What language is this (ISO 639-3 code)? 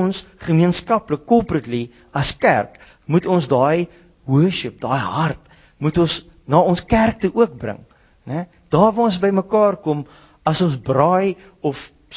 afr